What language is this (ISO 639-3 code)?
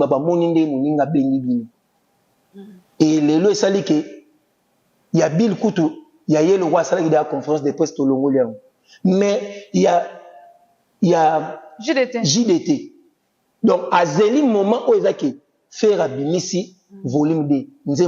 lin